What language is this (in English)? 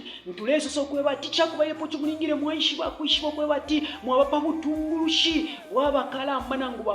Bemba